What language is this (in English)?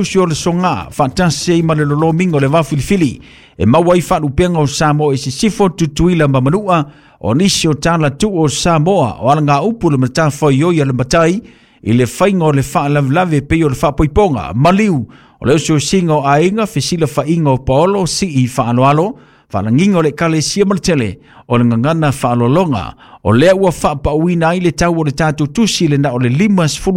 Samoan